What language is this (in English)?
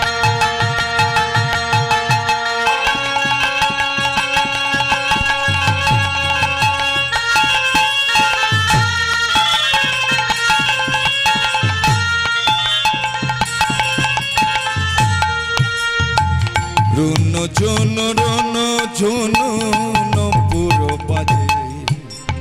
Bangla